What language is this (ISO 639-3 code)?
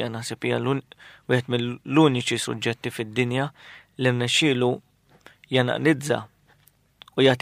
mlt